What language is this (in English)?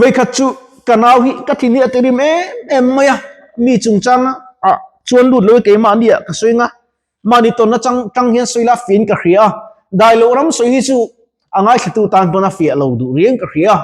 Mizo